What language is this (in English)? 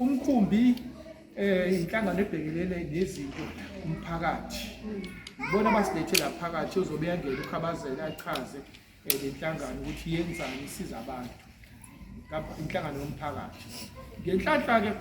Zulu